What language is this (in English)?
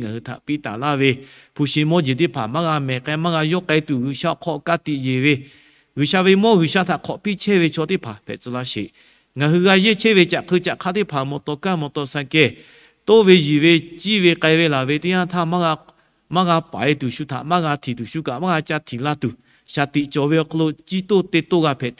Lahu